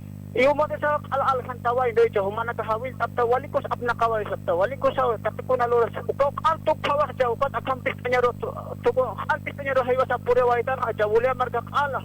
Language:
Aymara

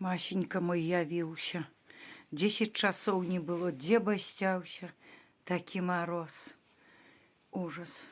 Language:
Belarusian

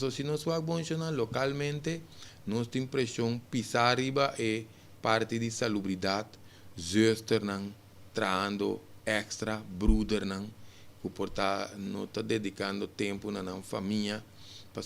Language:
Papiamento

